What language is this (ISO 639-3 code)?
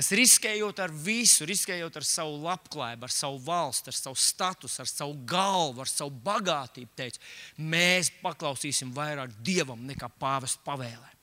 lav